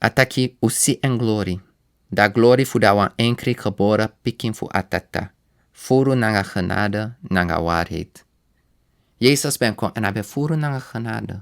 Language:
Sranan Tongo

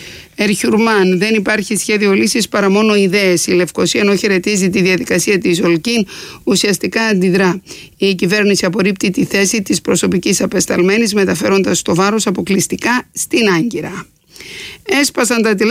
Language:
Greek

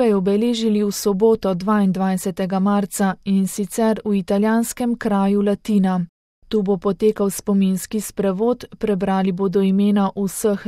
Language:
Slovenian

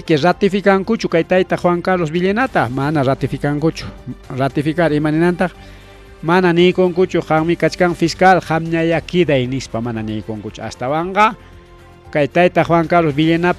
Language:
Ayacucho Quechua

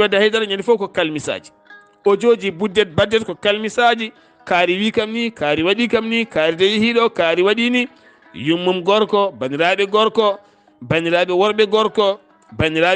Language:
Fula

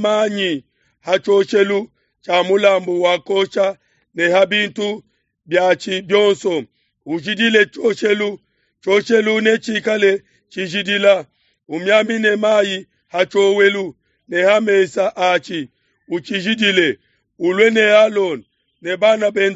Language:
Luba-Lulua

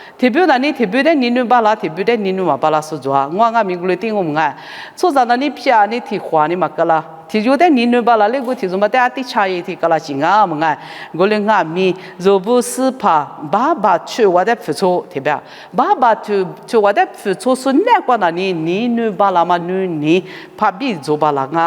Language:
Lisu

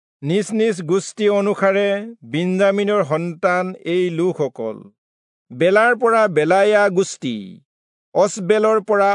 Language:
Assamese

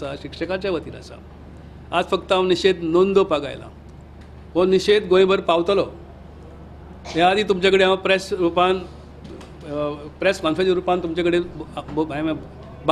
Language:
Konkani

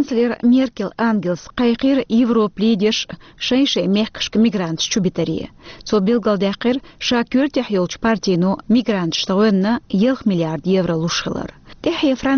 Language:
Chechen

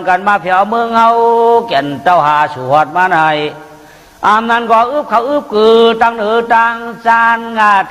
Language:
Shan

